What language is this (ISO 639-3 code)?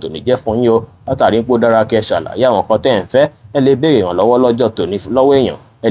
yor